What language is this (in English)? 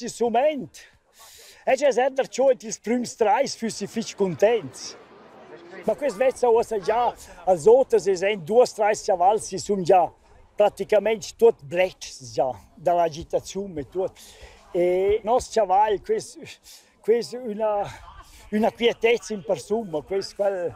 Romansh